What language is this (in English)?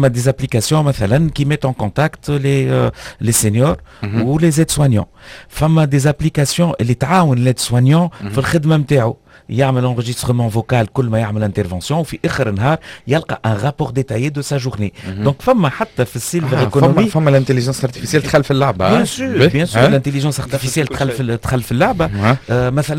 Tunisian Arabic